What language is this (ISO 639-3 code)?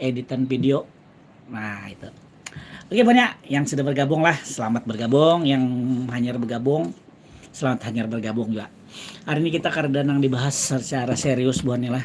bjn